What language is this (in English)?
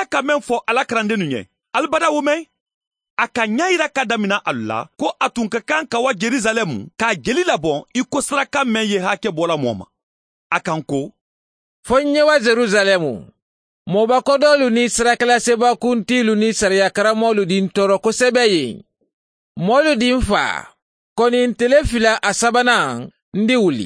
Mandingo